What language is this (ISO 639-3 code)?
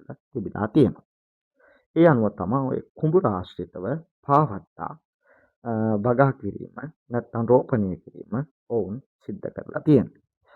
sin